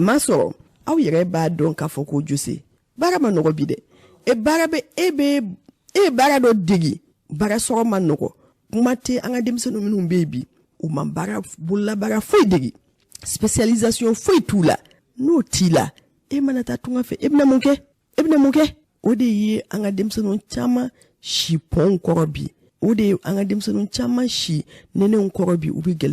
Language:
Bambara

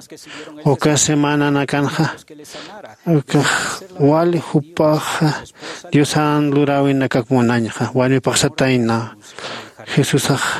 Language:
Aymara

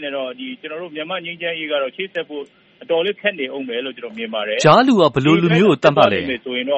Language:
Burmese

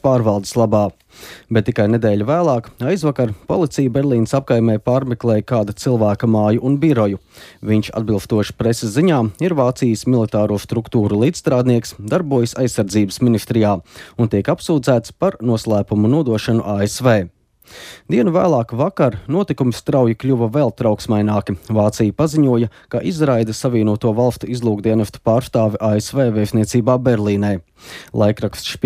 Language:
Latvian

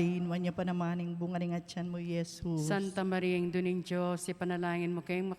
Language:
Pampanga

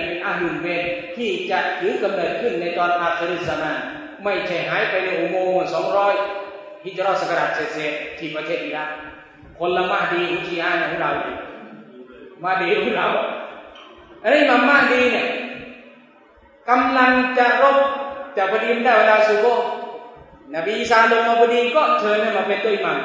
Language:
Thai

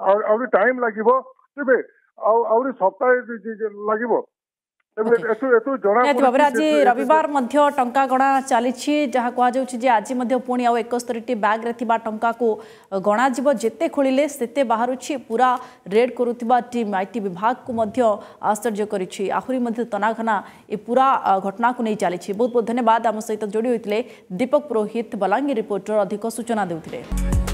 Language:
Odia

